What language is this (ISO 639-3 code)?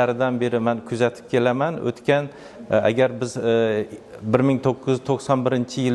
uzb